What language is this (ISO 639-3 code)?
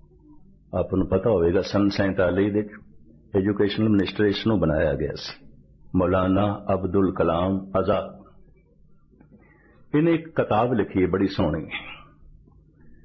pan